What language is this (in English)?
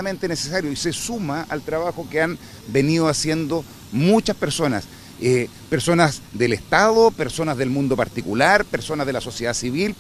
Spanish